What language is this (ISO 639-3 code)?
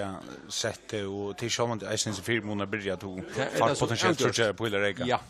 fao